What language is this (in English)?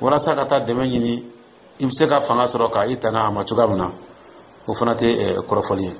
Dyula